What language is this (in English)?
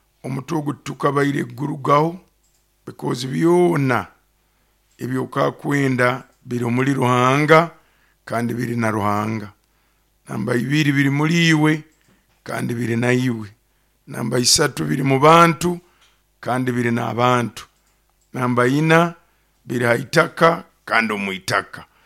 Nyoro